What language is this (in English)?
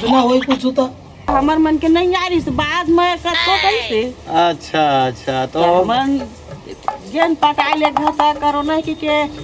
Chhattisgarhi